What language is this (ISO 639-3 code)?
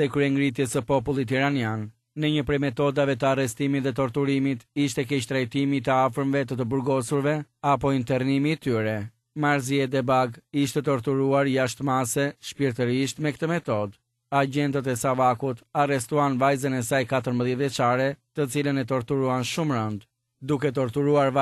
sqi